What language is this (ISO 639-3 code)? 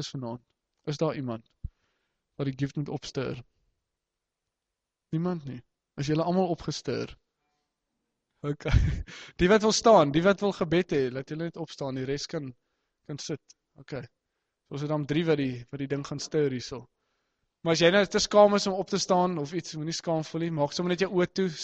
afr